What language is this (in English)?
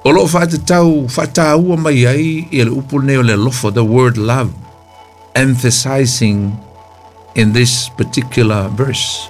Samoan